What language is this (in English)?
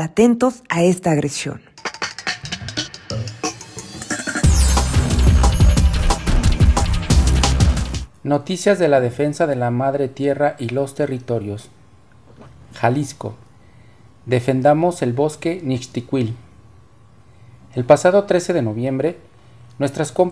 Spanish